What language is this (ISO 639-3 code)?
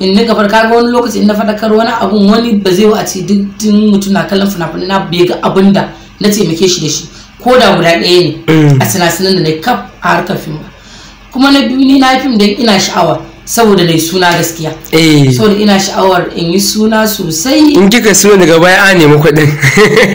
hau